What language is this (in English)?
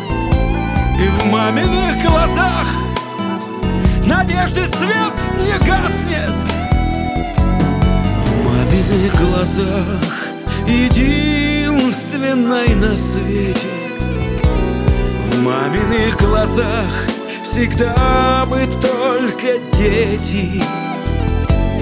Russian